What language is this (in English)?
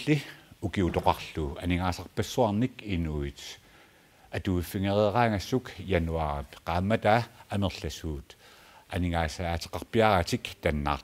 Kalaallisut